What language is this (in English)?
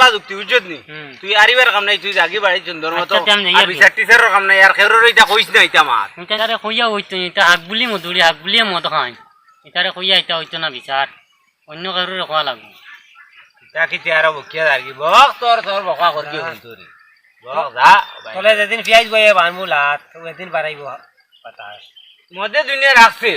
Sylheti